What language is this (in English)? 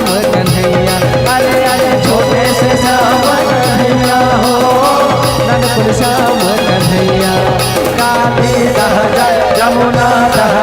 Chhattisgarhi